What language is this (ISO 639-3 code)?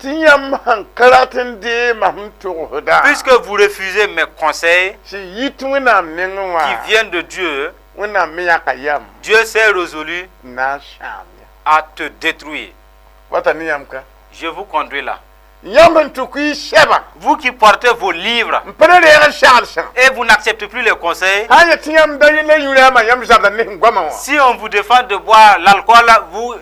mos